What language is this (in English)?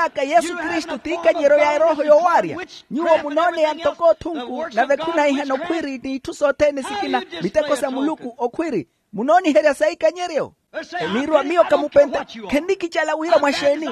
Makhuwa